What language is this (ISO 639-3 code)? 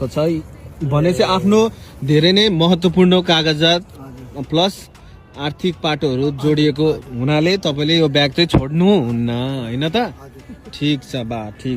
nep